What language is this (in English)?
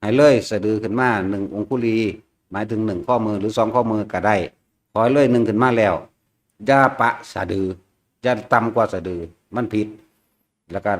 Northeastern Thai